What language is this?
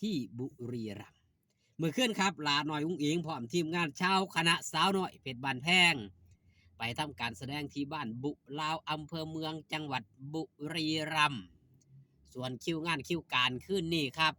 Northeastern Thai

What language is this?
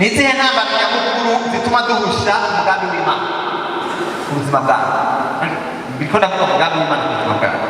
Rundi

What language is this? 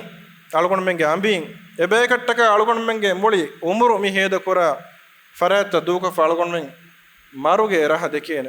Divehi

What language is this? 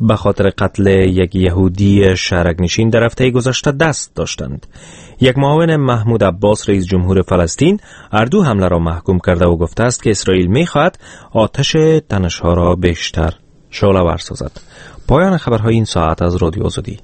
Persian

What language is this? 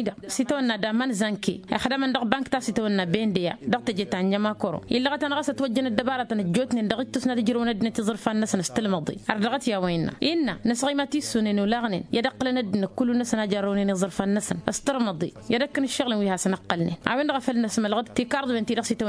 Tamasheq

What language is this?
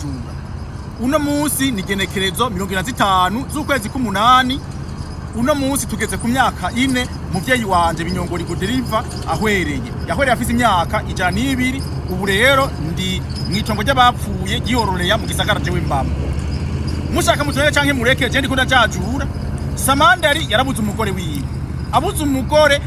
Rundi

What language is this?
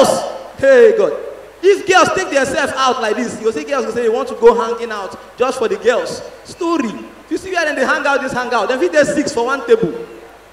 Nigerian Pidgin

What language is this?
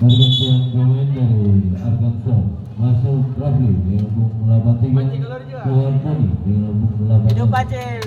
Ambonese Malay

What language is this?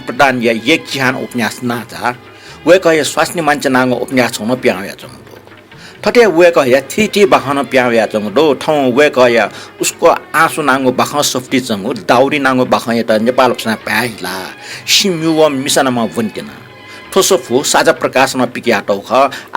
Newari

